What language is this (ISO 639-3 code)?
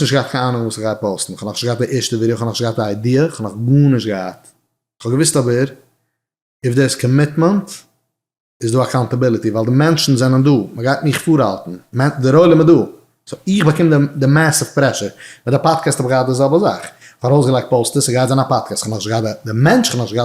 yid